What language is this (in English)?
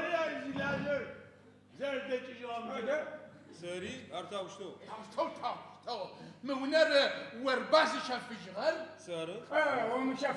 Adyghe